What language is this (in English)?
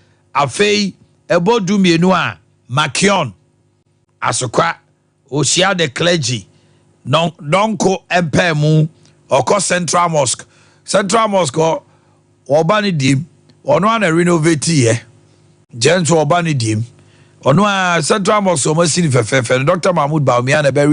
Akan